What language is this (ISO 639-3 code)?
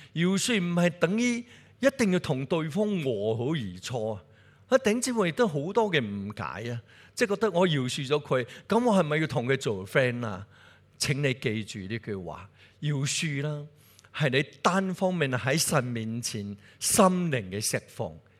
yue